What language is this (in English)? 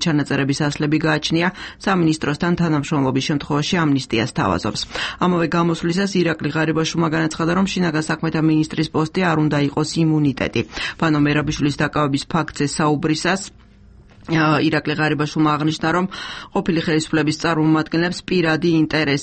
Georgian